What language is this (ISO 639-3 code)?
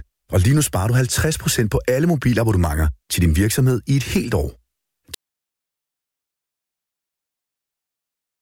dan